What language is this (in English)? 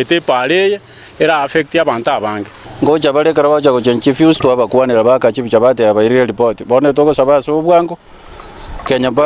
Gusii